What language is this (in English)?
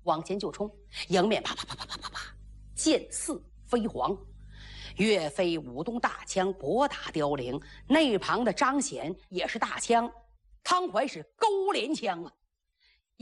Chinese